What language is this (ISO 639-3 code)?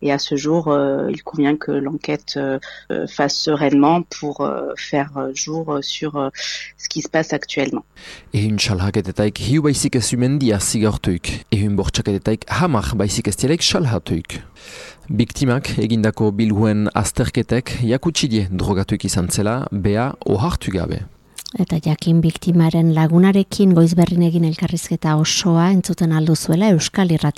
eus